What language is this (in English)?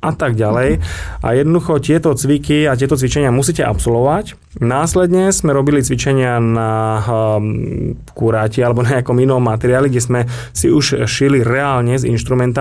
Slovak